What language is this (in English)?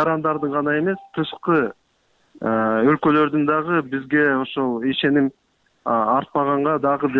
Kyrgyz